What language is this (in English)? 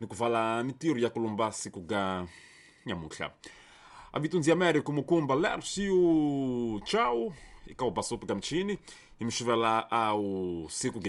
Tsonga